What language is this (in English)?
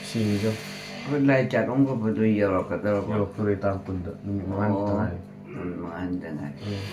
Manipuri